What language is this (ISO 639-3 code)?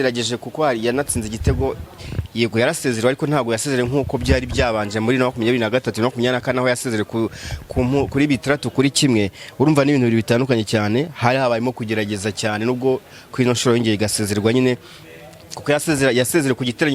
kin